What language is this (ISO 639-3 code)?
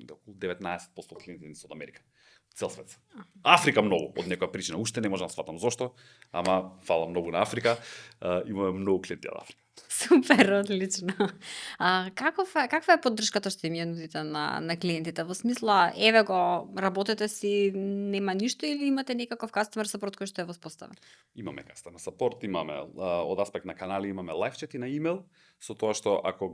mkd